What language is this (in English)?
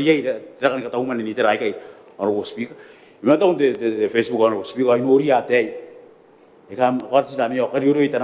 Gilbertese